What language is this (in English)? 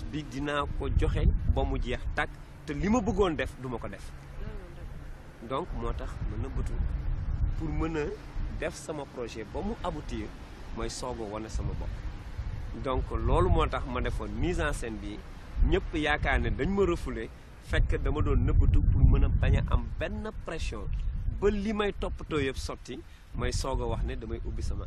Wolof